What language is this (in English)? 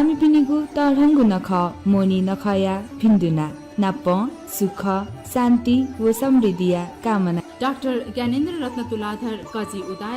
Newari